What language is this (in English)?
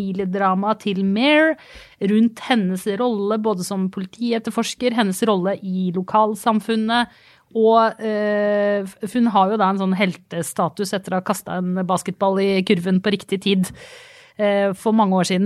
Norwegian